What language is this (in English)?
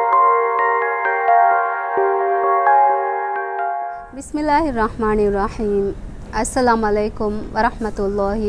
Divehi